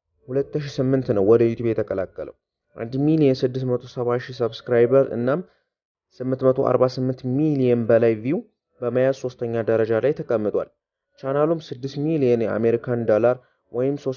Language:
Amharic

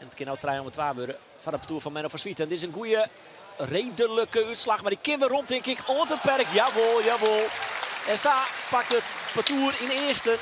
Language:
Western Frisian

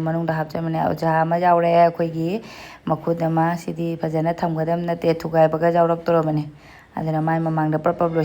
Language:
Manipuri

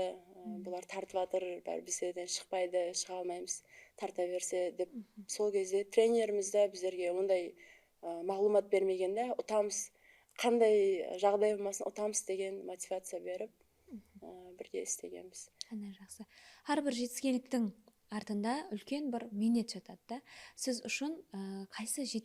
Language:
Kara-Kalpak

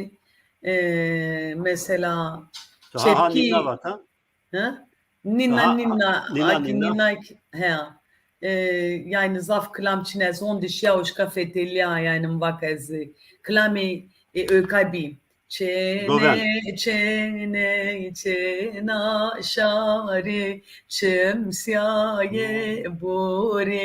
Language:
Zaza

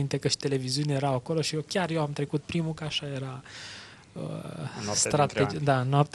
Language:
Romanian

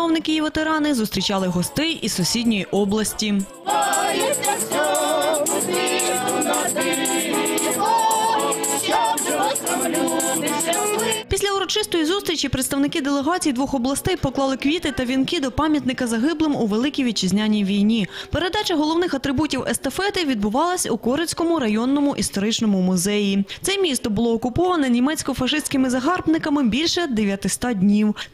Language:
Ukrainian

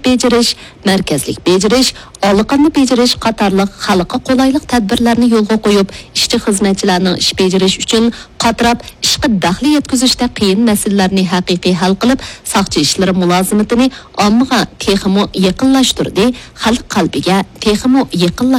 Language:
Uyghur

